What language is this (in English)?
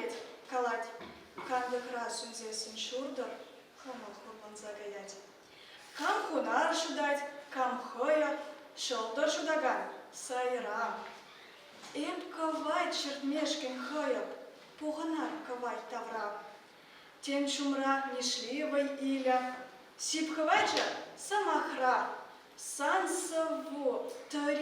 Chuvash